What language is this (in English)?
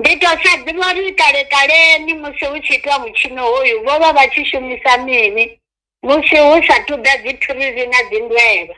Venda